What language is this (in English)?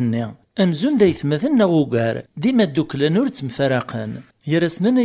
Kabyle